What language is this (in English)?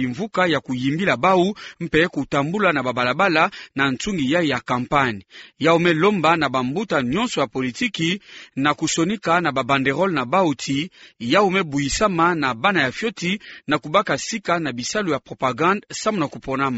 Kituba (Democratic Republic of Congo)